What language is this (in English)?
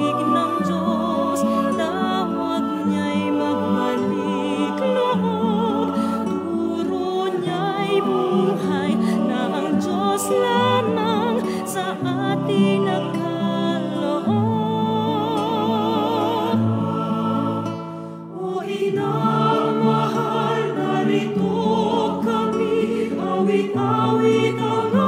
Filipino